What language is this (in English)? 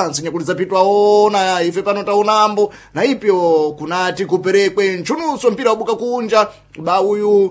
Sena